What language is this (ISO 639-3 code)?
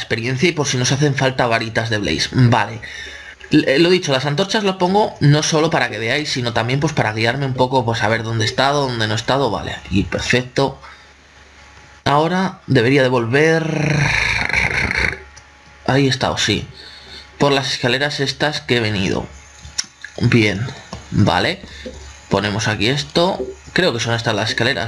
spa